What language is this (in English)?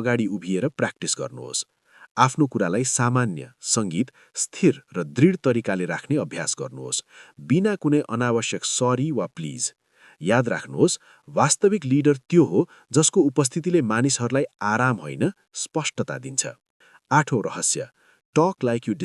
Nepali